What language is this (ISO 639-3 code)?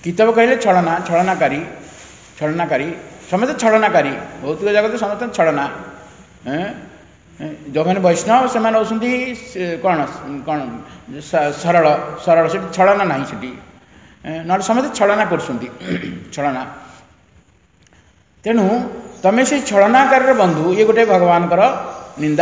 ori